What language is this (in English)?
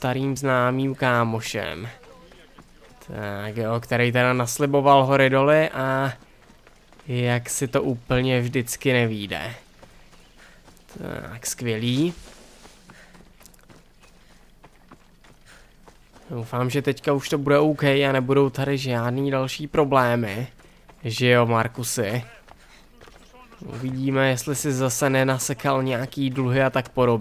Czech